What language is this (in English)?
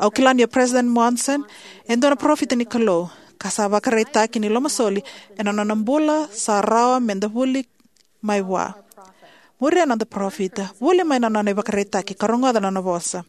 Fijian